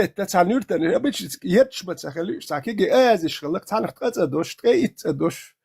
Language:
Chechen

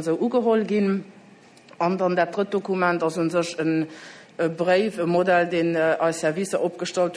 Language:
Luxembourgish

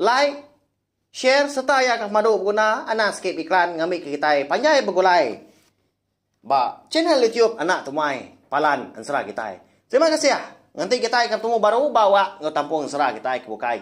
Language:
Iban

